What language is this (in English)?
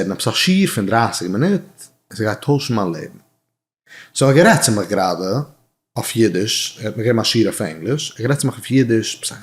Yiddish